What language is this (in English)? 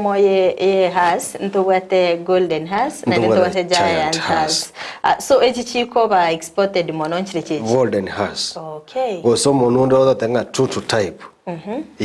Gusii